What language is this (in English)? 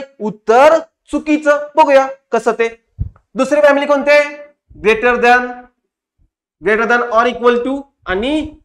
Marathi